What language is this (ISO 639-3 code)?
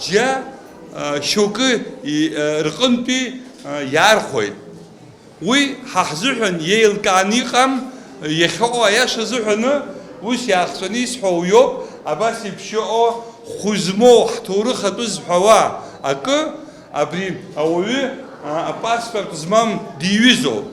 abk